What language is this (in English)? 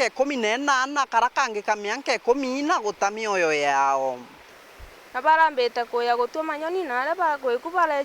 Meru